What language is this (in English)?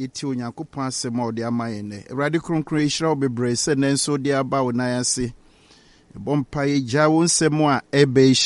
Akan